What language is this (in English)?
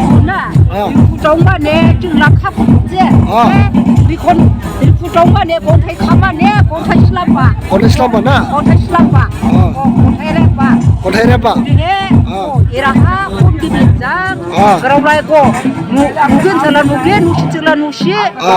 Dimasa